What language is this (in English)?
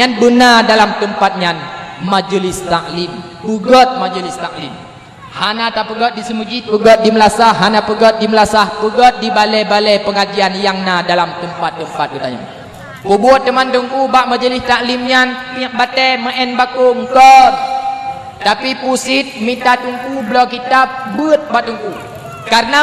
Achinese